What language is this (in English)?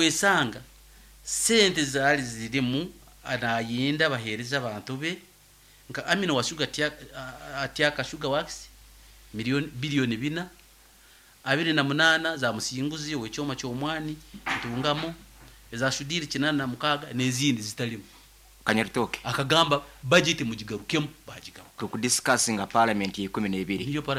Nyoro